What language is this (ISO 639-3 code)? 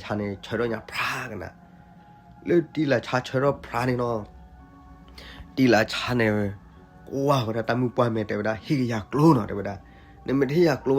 ksw